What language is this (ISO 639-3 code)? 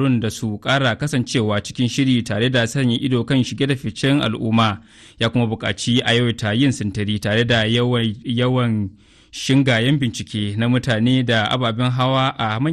hau